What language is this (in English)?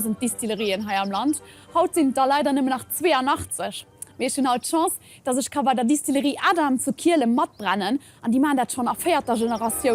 Luxembourgish